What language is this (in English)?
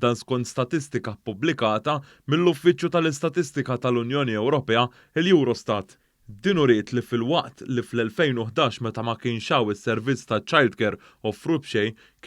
Maltese